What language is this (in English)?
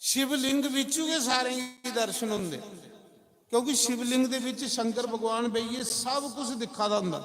Dogri